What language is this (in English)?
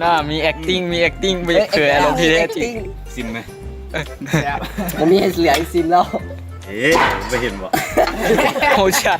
Lao